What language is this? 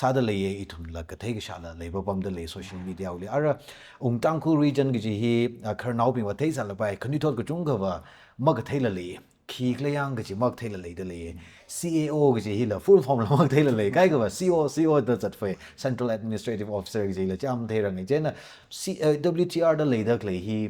Tangkhul Naga (India)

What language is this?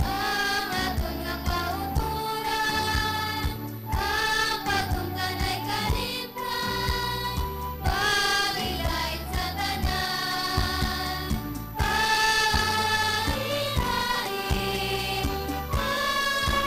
Hiligaynon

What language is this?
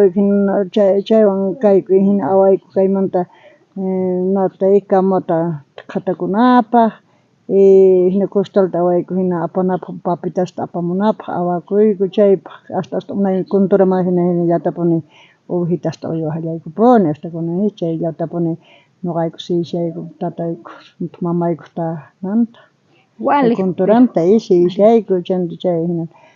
South Bolivian Quechua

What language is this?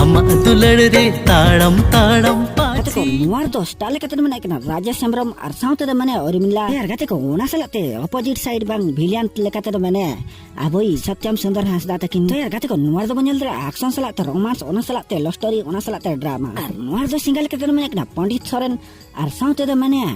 Santali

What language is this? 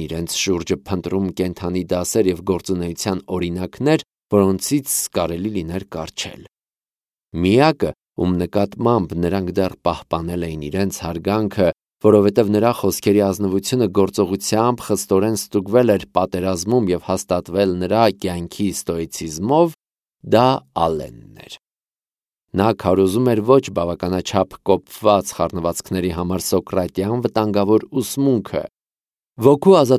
Armenian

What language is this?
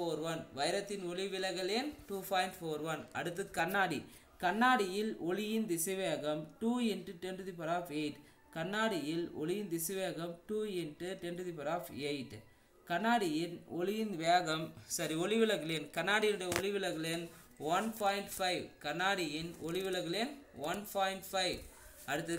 Tamil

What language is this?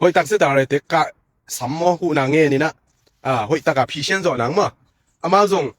Tedim Chin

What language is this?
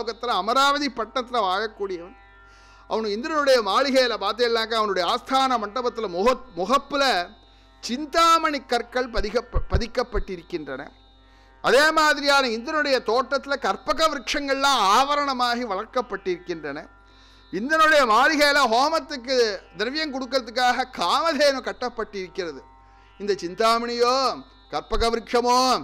Tamil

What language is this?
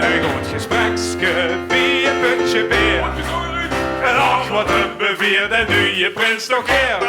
Limburgish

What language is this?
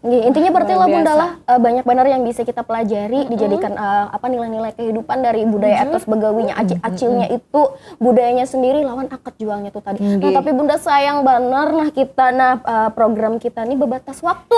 Banjar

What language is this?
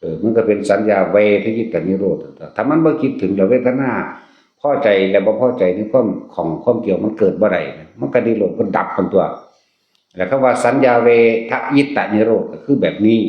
Northeastern Thai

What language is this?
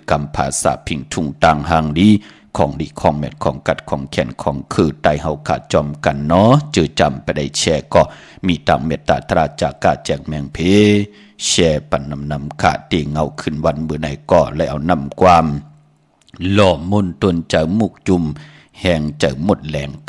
Shan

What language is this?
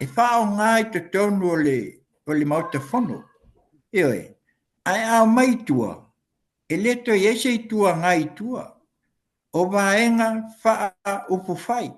Samoan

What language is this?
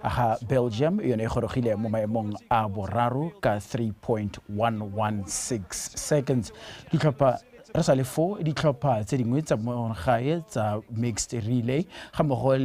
Tswana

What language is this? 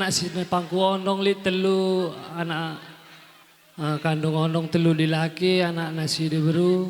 Batak Karo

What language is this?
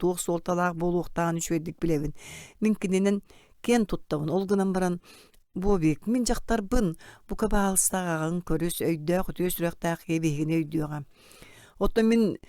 Yakut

